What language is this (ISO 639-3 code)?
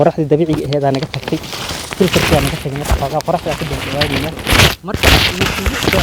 som